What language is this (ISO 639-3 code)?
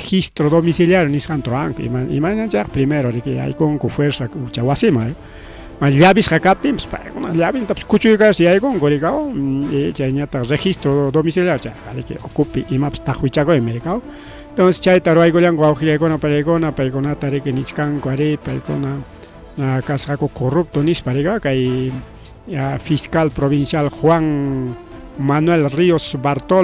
quy